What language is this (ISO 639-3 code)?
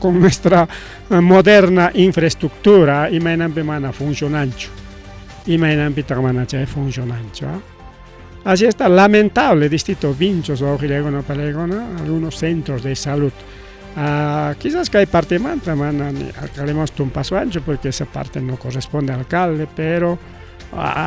quy